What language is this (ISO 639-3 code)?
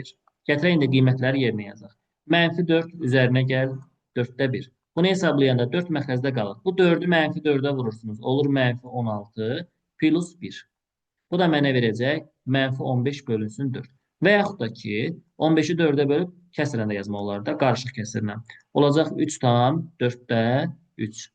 aze